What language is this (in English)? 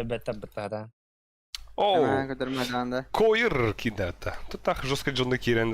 Yakut